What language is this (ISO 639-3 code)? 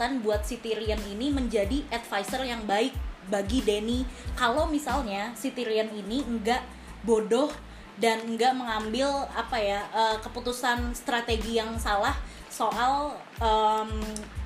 ind